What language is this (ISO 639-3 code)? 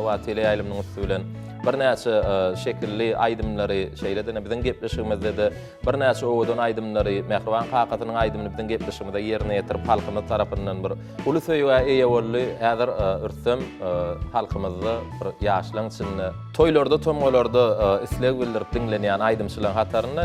tuk